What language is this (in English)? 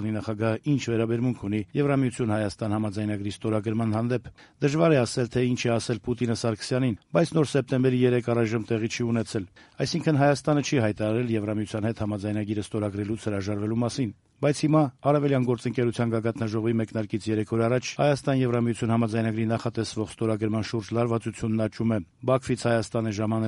Armenian